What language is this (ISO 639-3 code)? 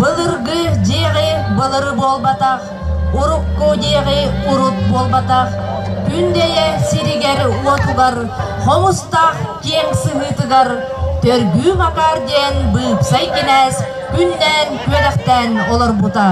sah